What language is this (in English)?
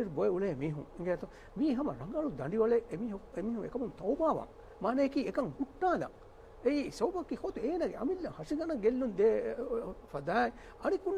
Divehi